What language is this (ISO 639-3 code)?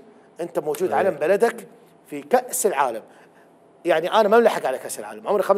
acm